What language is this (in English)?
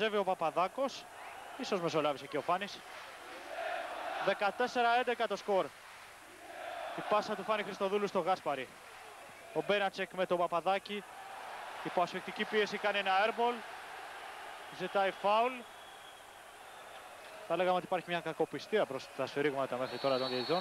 Greek